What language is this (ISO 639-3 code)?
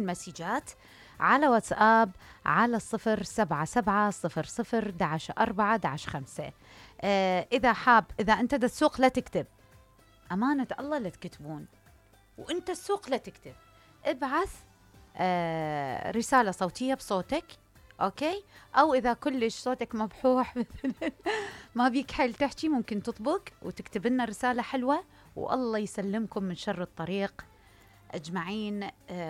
acm